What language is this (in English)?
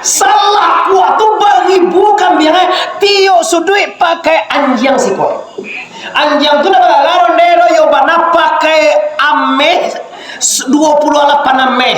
Minangkabau